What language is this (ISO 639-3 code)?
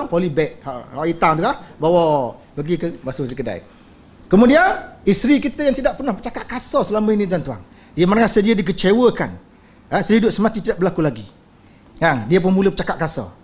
msa